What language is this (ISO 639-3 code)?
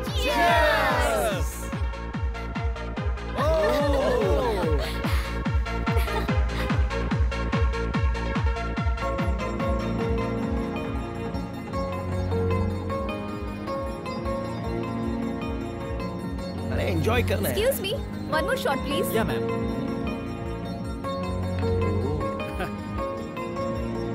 hin